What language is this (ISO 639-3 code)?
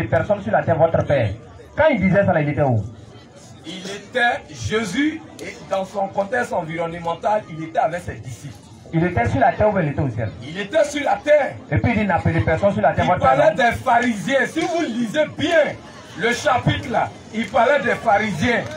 fra